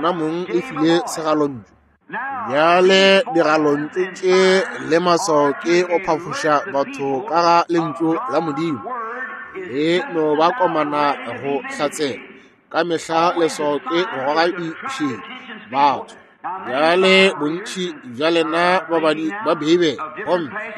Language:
Northern Sotho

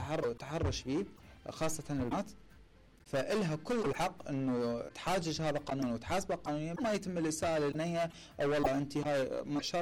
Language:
Mesopotamian Arabic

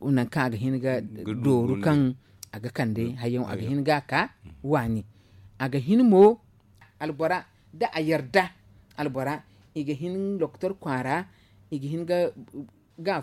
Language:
Zarma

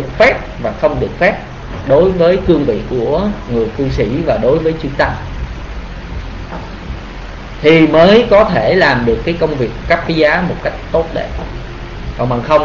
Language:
Vietnamese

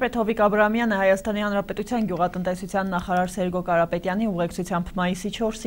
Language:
Armenian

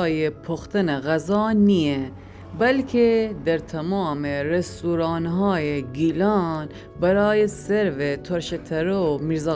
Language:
Gilaki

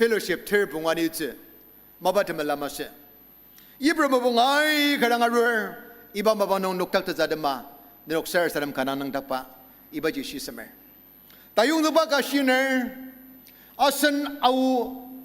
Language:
Ao Naga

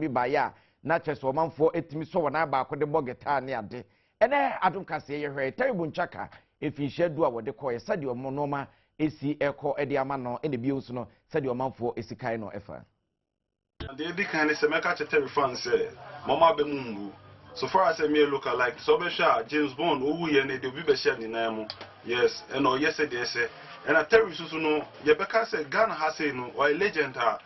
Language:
Akan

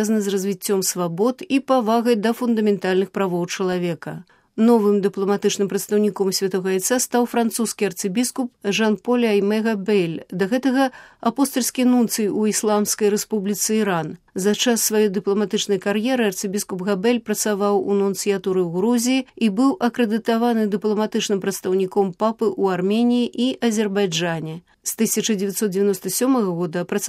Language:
Belarusian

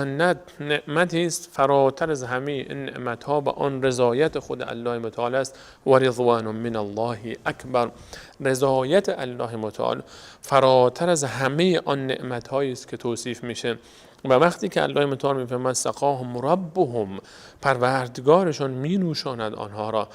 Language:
Persian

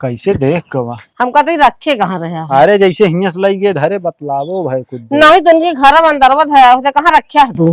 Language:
Awadhi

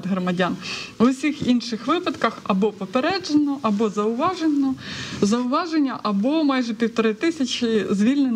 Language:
Ukrainian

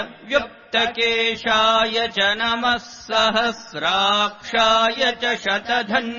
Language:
Sanskrit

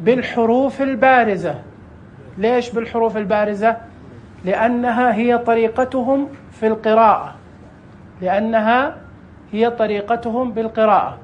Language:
Najdi Arabic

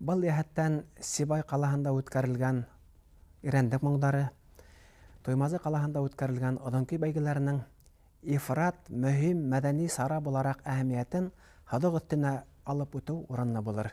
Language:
Bashkir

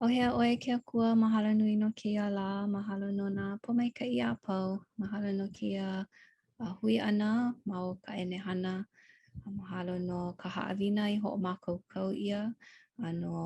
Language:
Hawaiian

